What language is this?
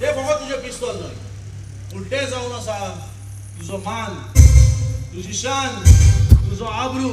Konkani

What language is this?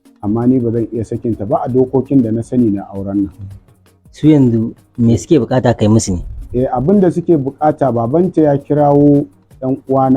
Hausa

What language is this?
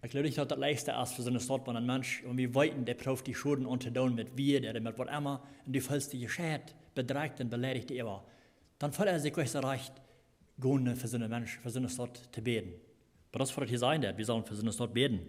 Plautdietsch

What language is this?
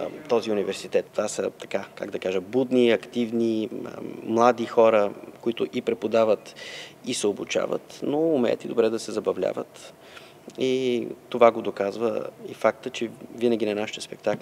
Bulgarian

